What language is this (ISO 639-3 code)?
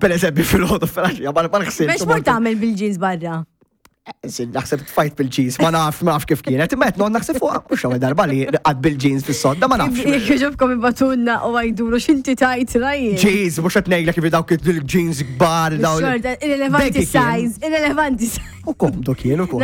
mlt